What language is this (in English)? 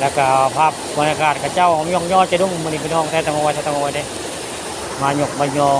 Northeastern Thai